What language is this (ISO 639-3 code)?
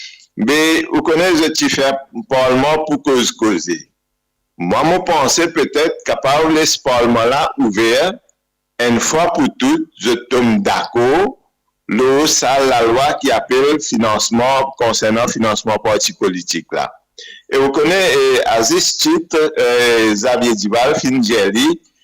mfe